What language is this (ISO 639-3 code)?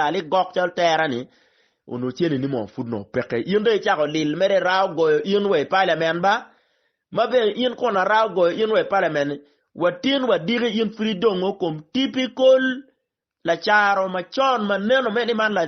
ach